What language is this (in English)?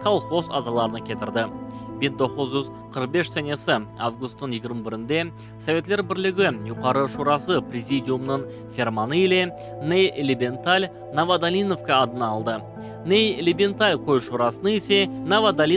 Crimean Tatar